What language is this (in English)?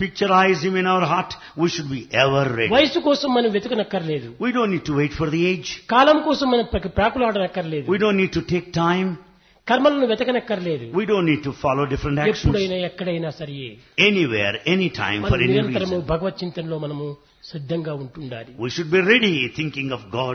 Telugu